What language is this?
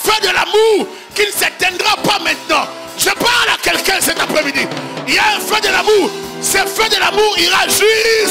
French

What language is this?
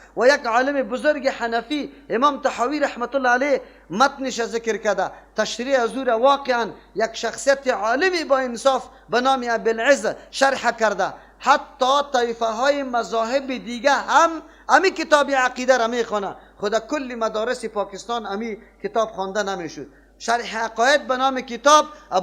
Persian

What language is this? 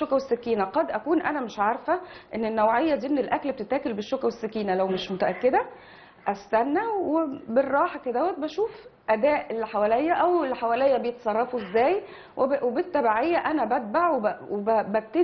Egyptian Arabic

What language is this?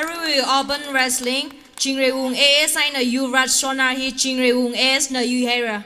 Tangkhul Naga (India)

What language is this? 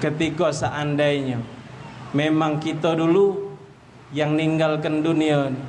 Musi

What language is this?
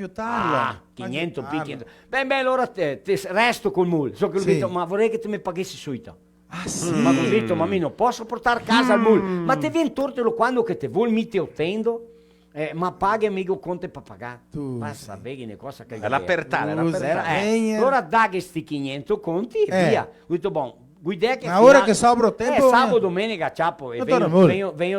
Venetian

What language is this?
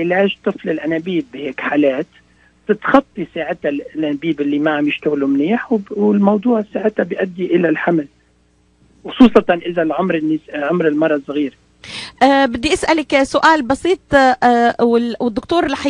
North Levantine Arabic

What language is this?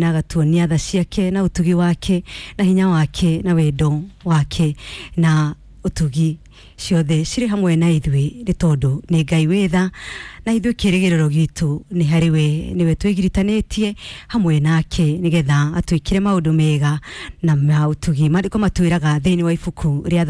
Kikuyu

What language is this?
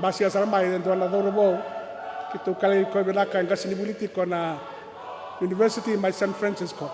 Fijian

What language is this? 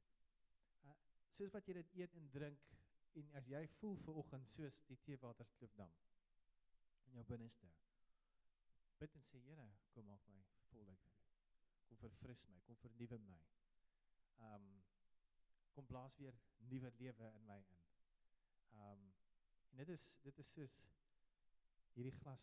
Afrikaans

